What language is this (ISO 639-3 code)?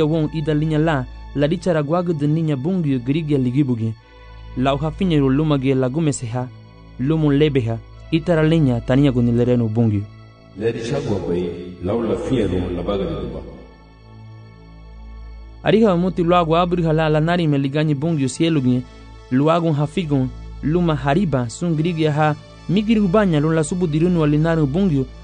cab